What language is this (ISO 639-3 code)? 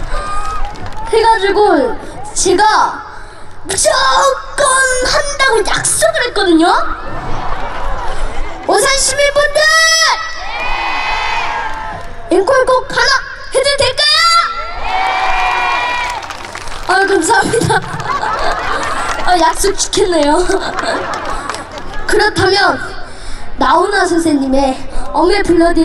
kor